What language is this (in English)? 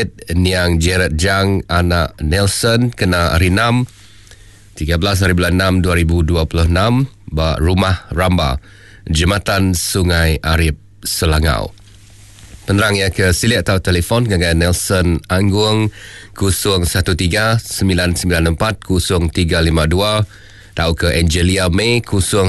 Iban